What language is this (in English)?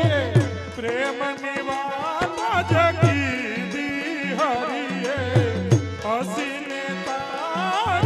Gujarati